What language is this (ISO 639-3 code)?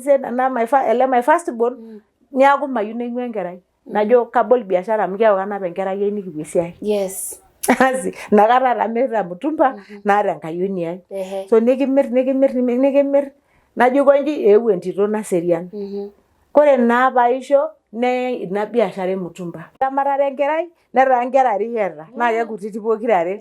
mas